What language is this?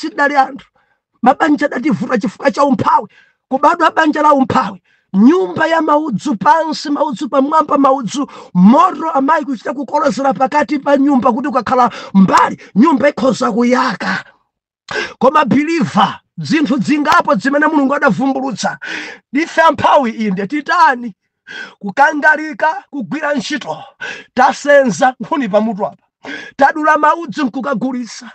Nyanja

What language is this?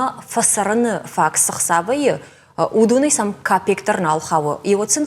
Ossetic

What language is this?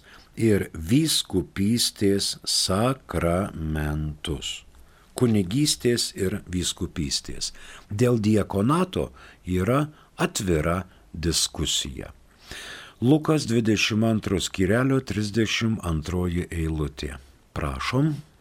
Lithuanian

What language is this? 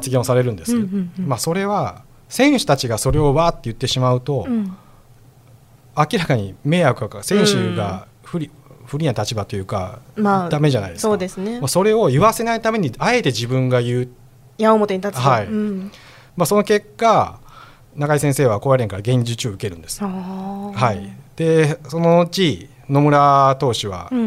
Japanese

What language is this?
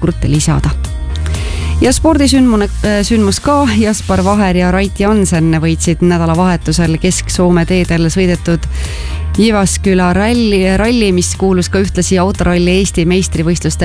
Estonian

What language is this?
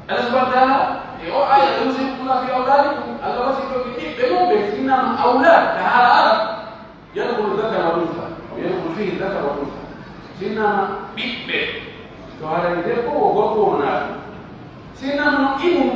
Pular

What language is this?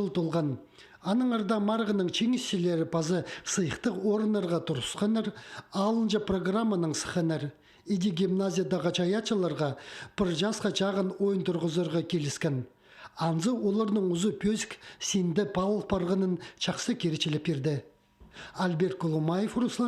Khakas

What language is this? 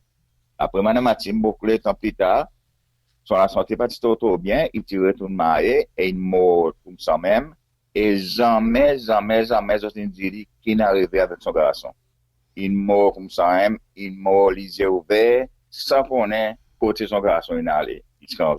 Seselwa Creole French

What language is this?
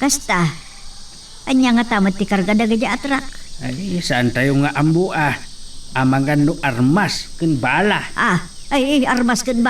Iloko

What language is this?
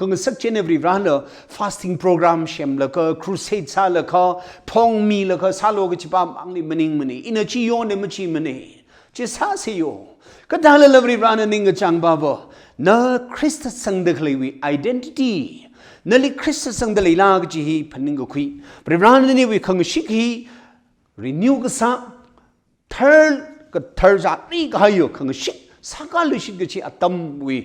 Tangkhul Naga (India)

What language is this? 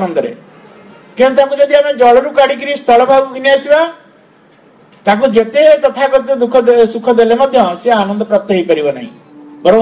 Odia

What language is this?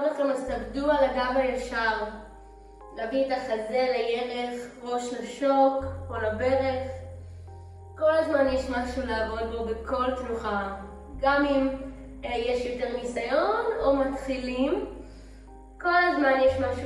Hebrew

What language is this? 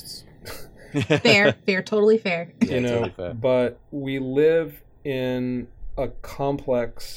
English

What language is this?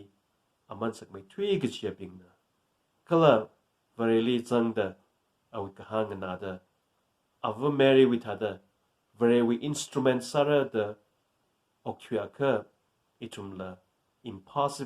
Tangkhul Naga (India)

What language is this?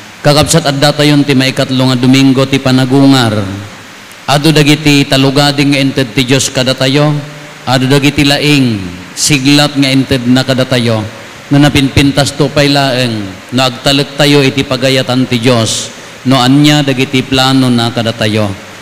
Iloko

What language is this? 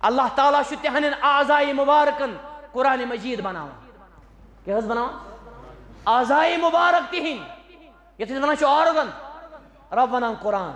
Kashmiri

